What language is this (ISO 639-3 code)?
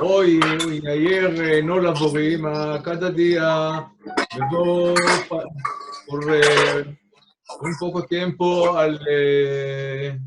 lad